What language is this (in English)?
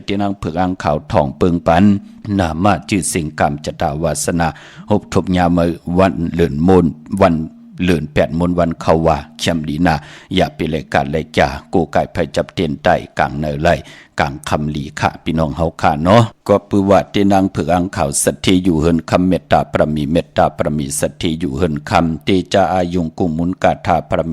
Shan